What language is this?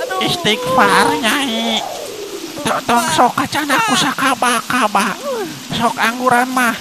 Sundanese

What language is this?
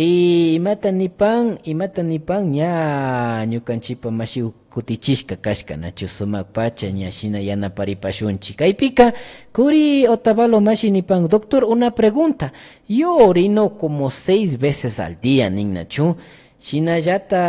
Imbabura Highland Quichua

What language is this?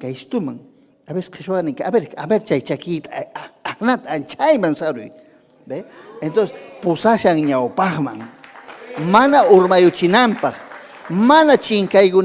Ayacucho Quechua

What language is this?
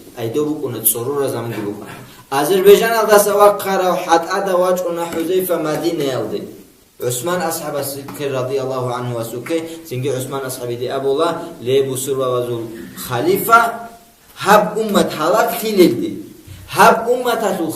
Avaric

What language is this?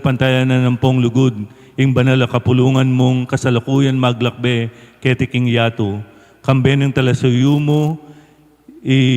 Pampanga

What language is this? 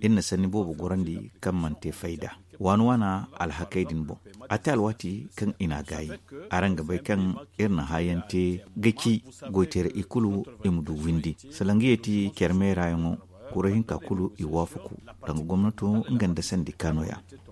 Zarma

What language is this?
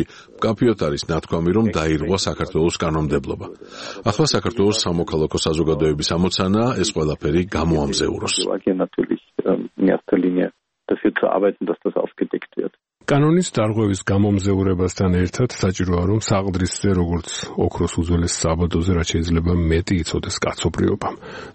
Georgian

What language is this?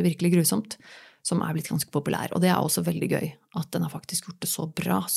Norwegian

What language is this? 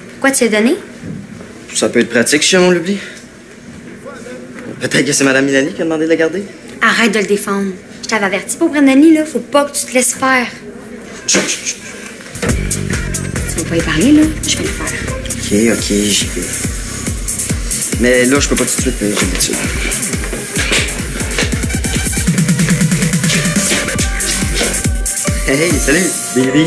French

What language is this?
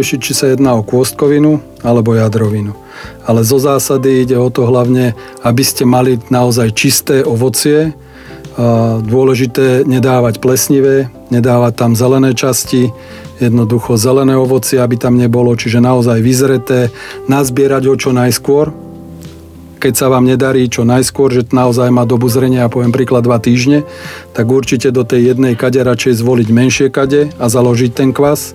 Slovak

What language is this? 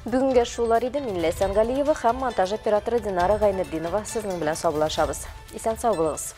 Tatar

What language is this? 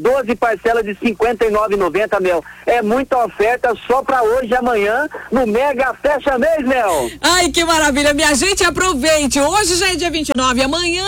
Portuguese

